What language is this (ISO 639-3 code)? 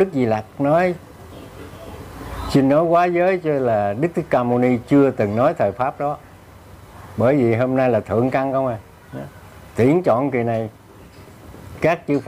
vie